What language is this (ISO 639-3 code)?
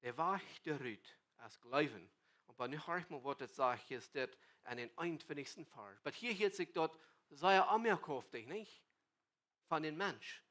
pdt